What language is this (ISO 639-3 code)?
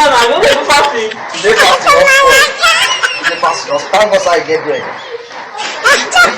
pcm